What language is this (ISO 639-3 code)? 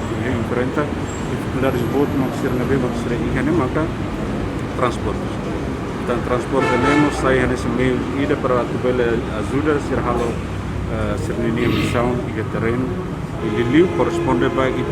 tet